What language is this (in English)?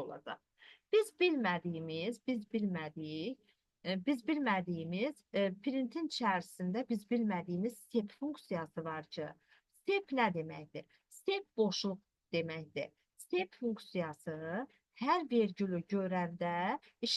Azerbaijani